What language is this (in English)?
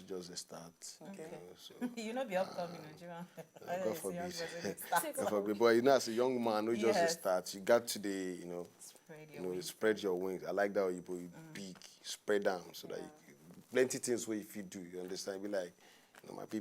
Nigerian Pidgin